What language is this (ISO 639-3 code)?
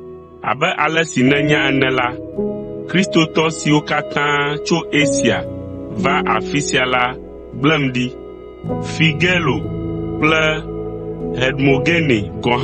ewe